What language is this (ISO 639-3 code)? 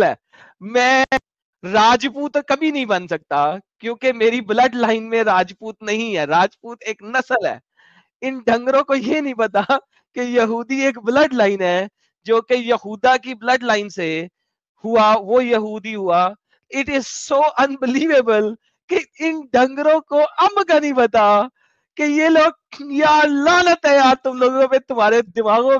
urd